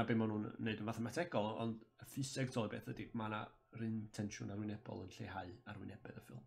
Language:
Welsh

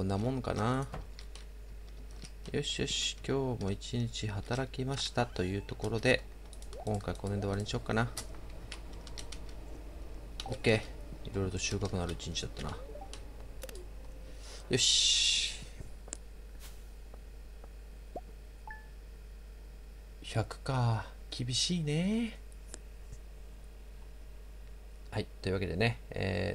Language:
Japanese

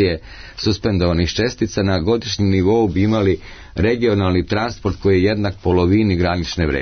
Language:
Serbian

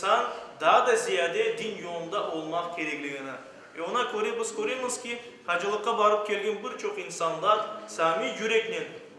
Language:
Crimean Tatar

